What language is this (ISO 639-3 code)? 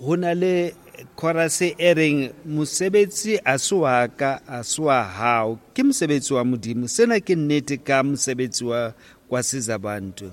sot